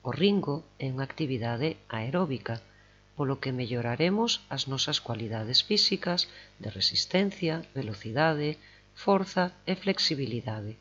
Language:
Galician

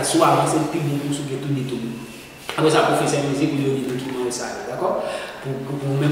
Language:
Haitian Creole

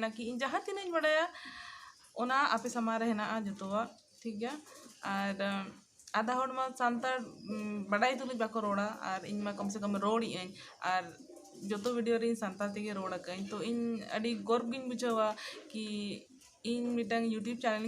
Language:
Santali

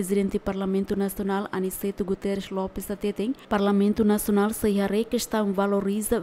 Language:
Tetum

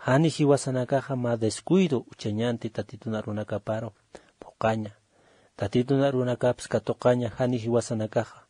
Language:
Aymara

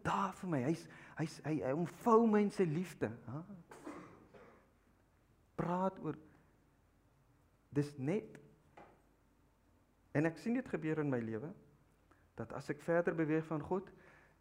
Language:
Afrikaans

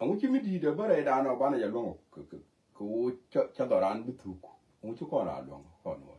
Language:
Nuer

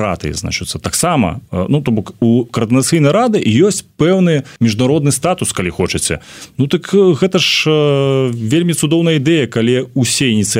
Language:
Belarusian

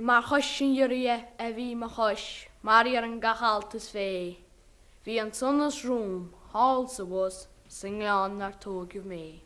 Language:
Irish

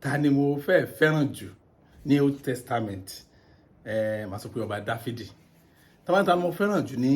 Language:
Yoruba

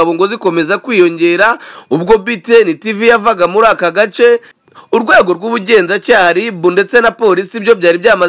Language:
Kinyarwanda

